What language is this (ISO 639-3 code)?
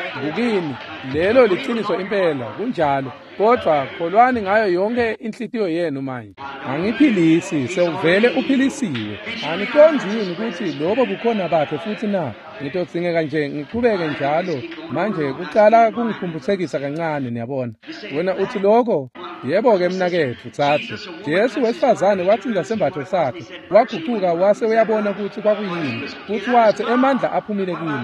ssw